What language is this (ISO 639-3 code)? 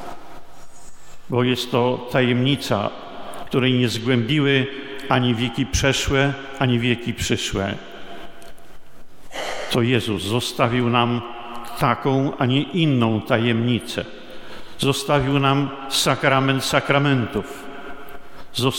pol